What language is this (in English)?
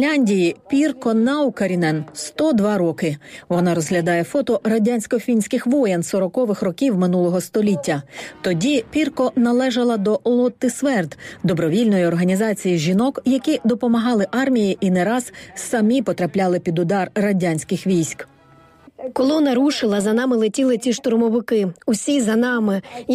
Ukrainian